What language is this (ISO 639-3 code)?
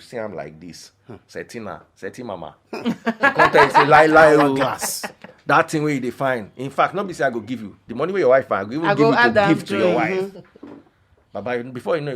pcm